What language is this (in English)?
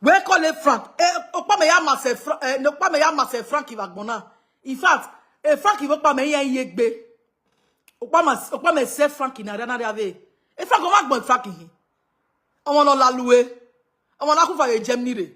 Nigerian Pidgin